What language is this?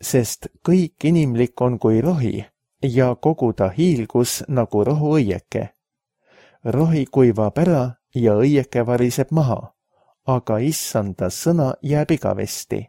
Estonian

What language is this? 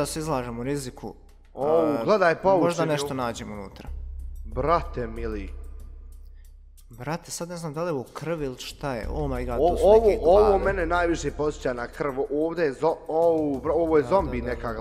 Bosnian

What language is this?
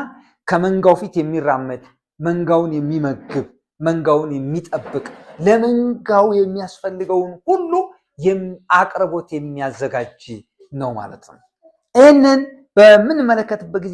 Amharic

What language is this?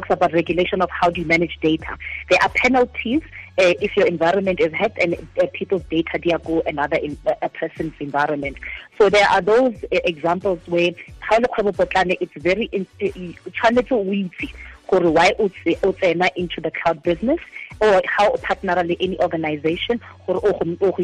Tswana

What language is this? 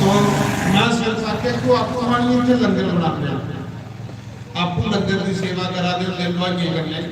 Dogri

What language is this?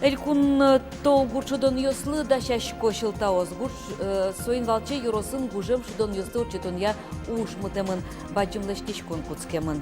Udmurt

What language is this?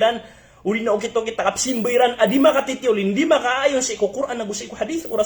Maranao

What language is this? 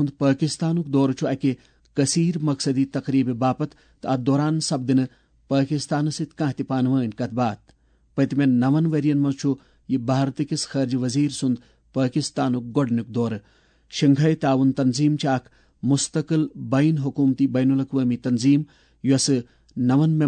Kashmiri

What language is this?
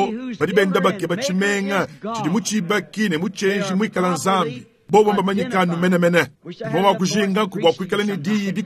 Luba-Lulua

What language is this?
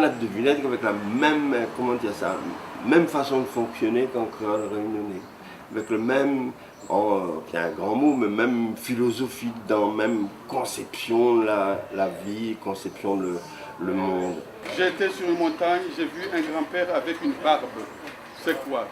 Réunion Creole French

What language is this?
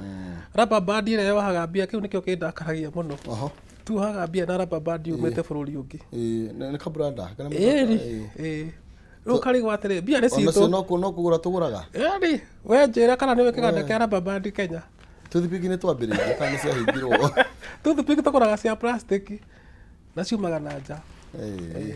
Kikuyu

